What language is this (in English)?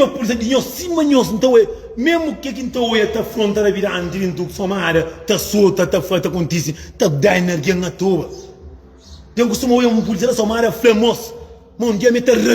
Kabuverdianu